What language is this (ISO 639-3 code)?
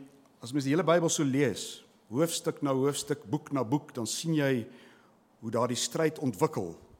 afr